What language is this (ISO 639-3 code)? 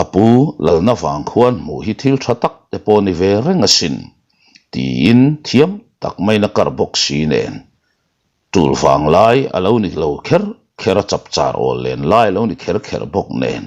lus